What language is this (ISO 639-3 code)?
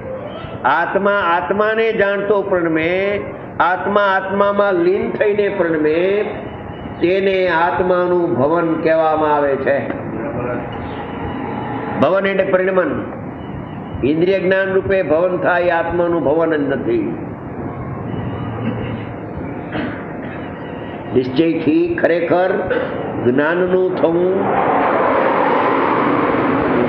guj